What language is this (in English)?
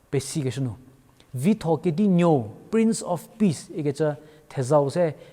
Angami Naga